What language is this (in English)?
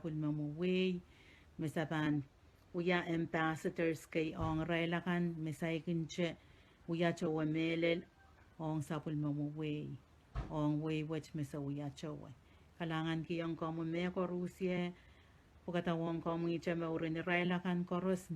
Pohnpeian